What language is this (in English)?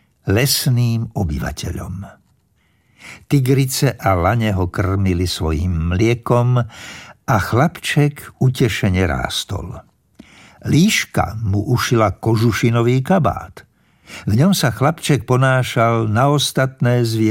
Slovak